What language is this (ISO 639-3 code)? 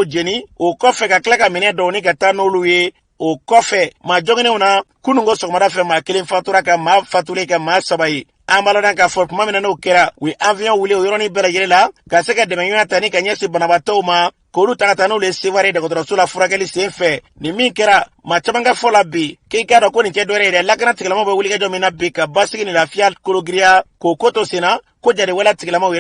bam